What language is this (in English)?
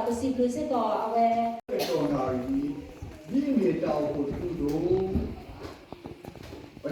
S'gaw Karen